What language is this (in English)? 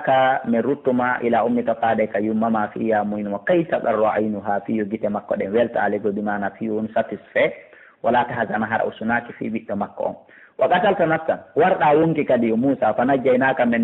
Fula